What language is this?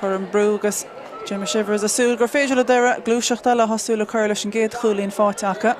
Irish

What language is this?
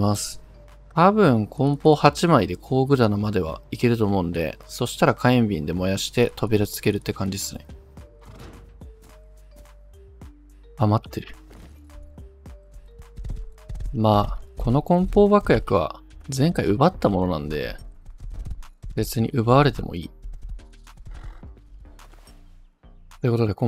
Japanese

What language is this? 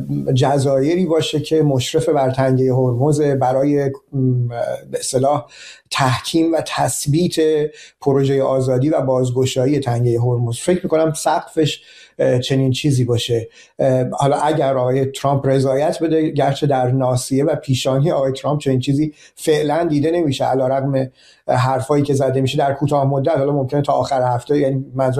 Persian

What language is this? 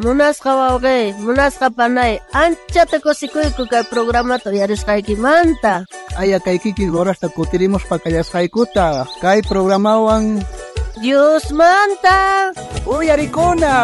South Bolivian Quechua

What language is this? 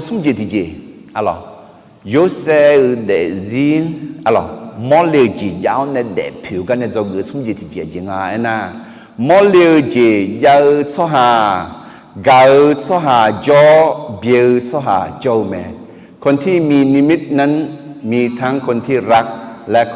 Akha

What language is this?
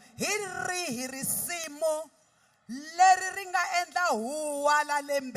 Tsonga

